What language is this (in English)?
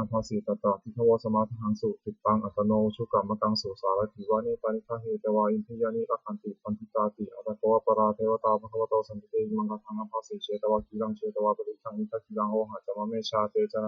Pali